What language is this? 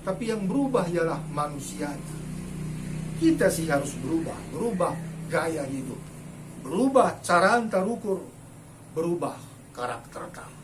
Batak Karo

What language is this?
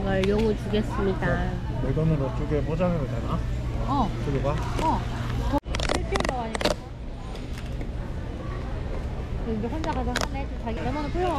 Korean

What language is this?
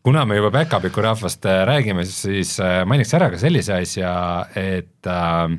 Estonian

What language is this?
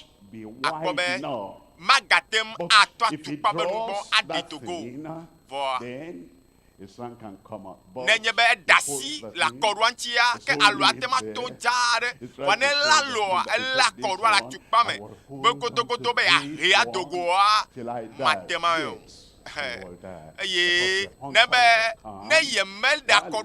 Ewe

